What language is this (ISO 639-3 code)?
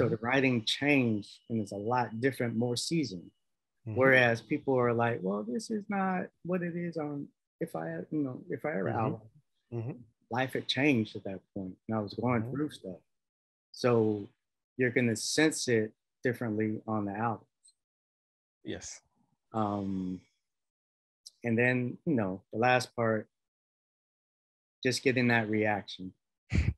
eng